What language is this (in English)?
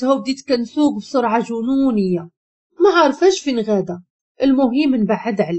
Moroccan Arabic